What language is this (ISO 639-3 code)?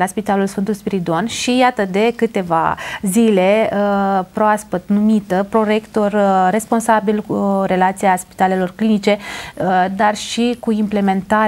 ron